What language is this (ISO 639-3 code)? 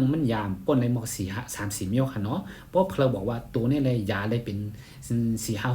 shn